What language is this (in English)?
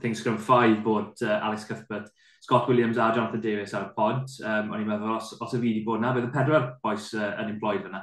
Welsh